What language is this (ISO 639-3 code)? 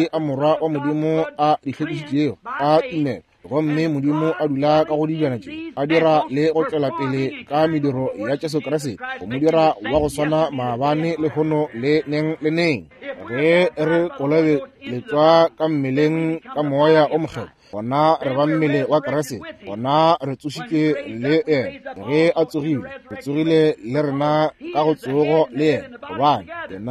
nso